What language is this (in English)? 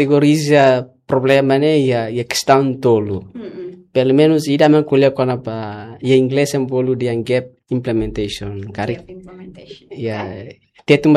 Tetum